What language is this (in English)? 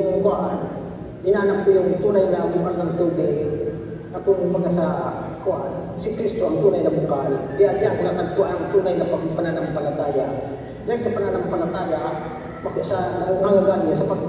Filipino